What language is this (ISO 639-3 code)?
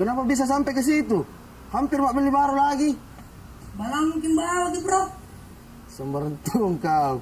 mfp